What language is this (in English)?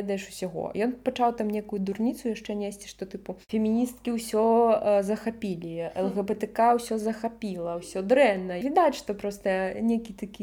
Belarusian